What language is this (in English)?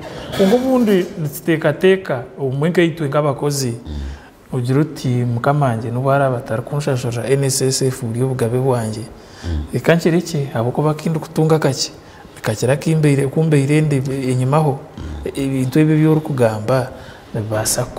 Nyankole